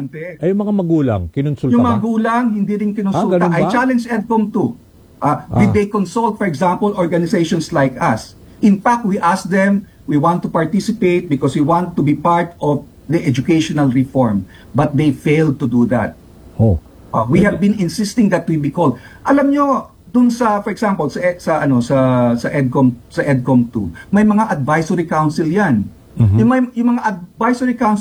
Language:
Filipino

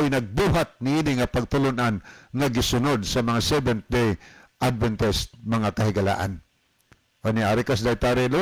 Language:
Cebuano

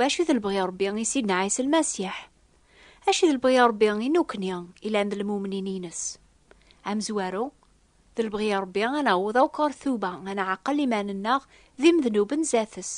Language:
Kabyle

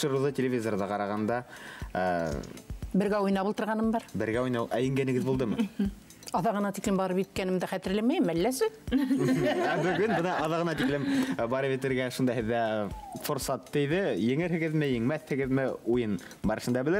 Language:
Bashkir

